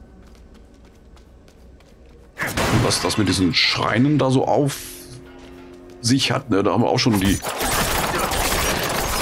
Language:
German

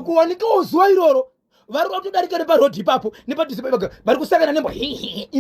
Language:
Shona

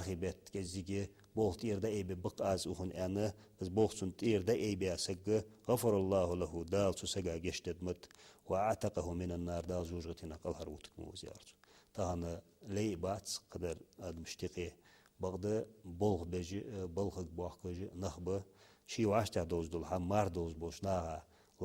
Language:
Ingush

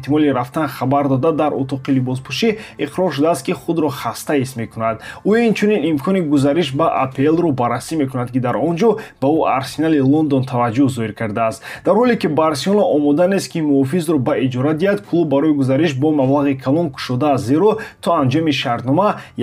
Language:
Tajik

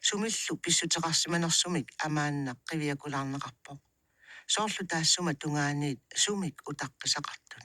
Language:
Kalaallisut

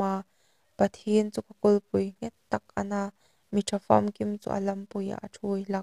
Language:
Hmar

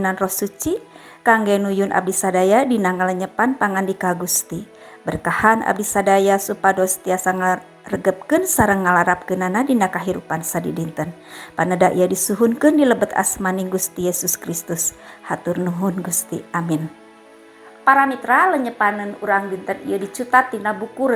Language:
Sundanese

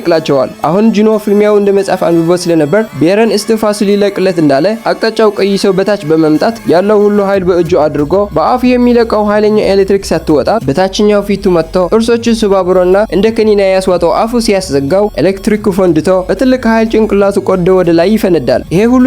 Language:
Amharic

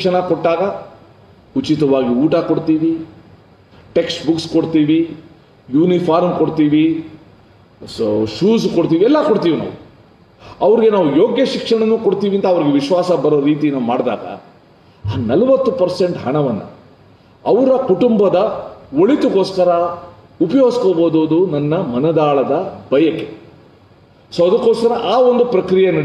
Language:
Kannada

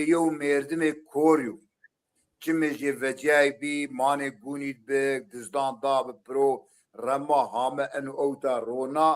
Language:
Zaza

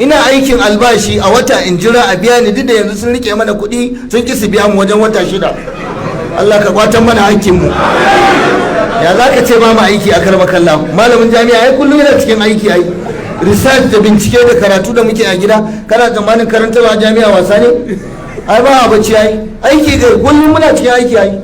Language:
Hausa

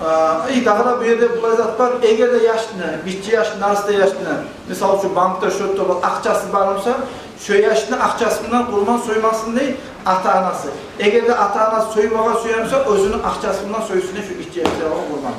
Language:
Kumyk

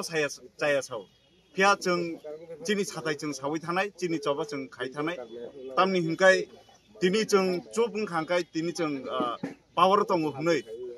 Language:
Kok Borok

